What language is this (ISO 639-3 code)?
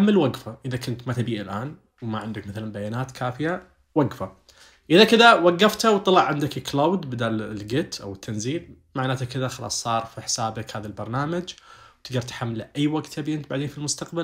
ars